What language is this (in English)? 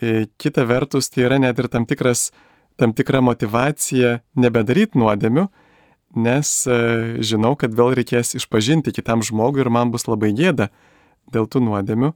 Lithuanian